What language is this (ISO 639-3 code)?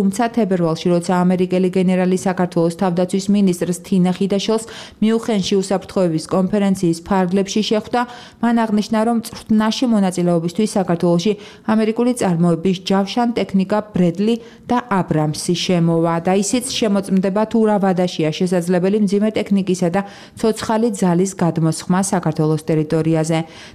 kat